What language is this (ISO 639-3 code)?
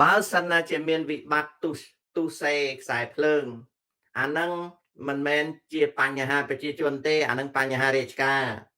khm